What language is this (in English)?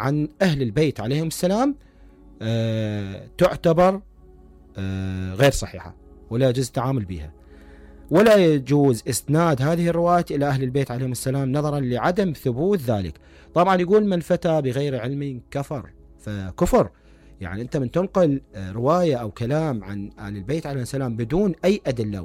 Mesopotamian Arabic